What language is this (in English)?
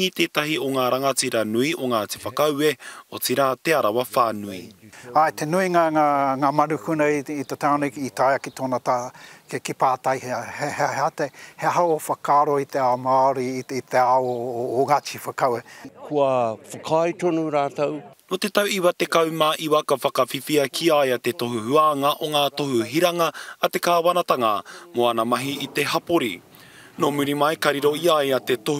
Māori